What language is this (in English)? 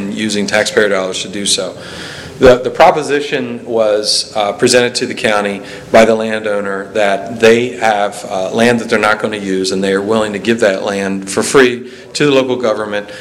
English